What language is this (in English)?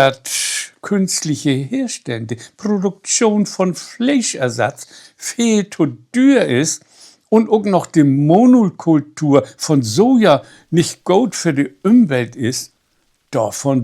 Low German